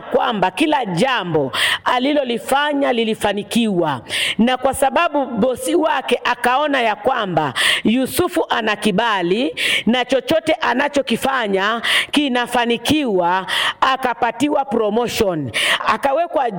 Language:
Swahili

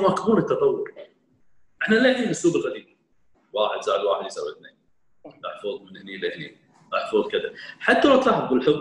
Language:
Gulf Arabic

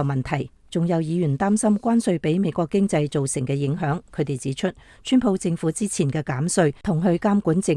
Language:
Cantonese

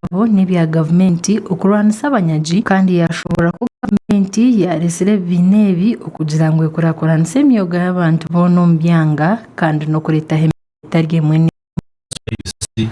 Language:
Nyankole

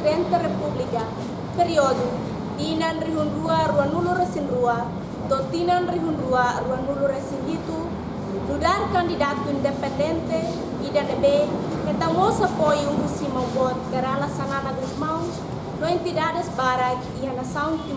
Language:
Tetum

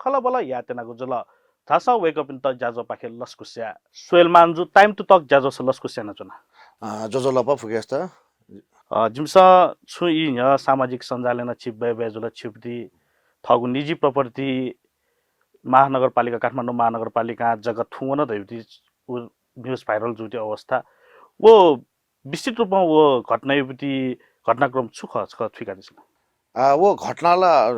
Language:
Newari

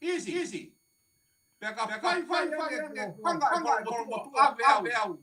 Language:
Tongan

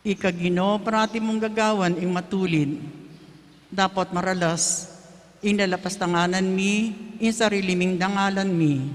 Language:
Pampanga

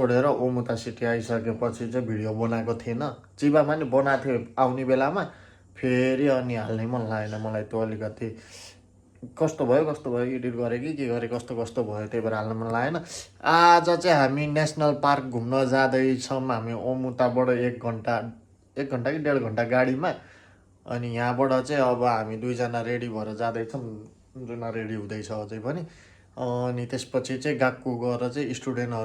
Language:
Nepali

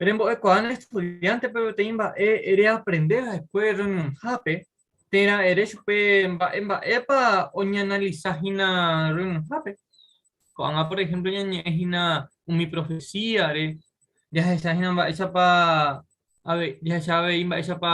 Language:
Guarani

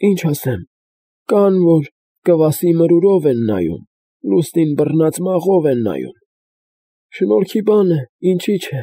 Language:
Armenian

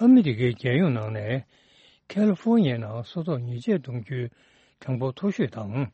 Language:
Tibetan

